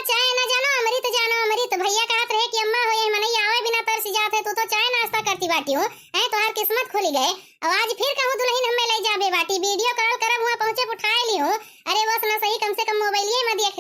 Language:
Awadhi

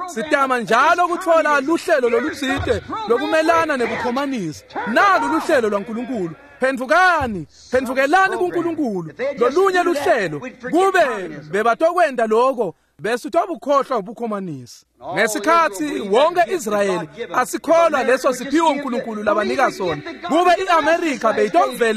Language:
Swati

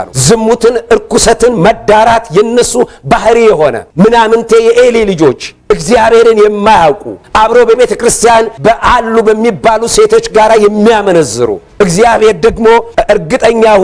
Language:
Amharic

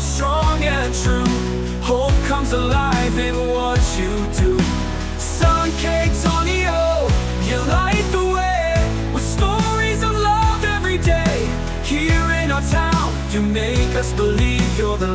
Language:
Waray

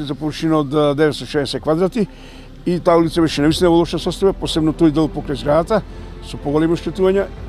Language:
Macedonian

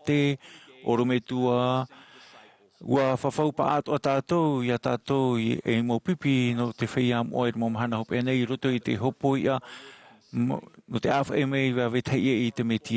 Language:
Tahitian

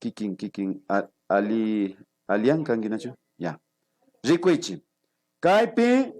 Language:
Imbabura Highland Quichua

